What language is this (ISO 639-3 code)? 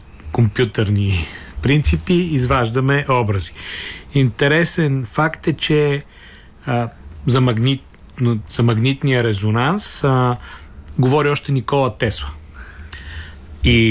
bul